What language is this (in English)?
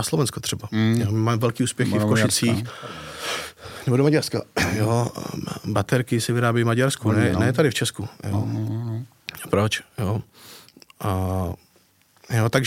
Czech